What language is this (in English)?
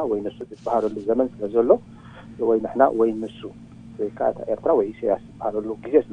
Tigrinya